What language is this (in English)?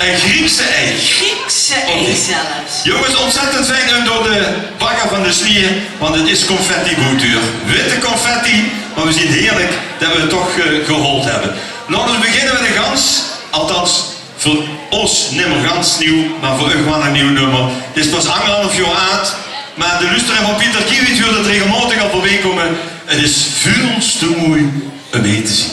Limburgish